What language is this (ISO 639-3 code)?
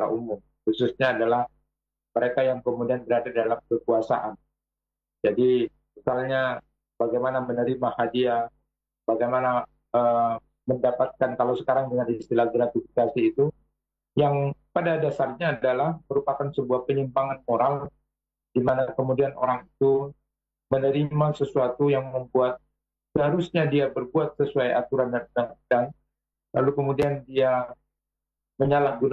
ind